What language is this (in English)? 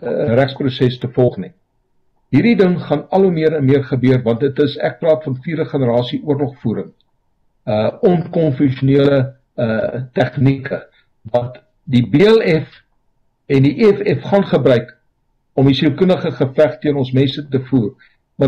Afrikaans